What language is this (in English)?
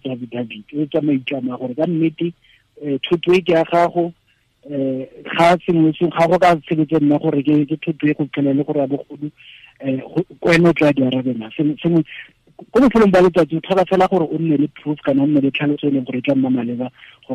Tswana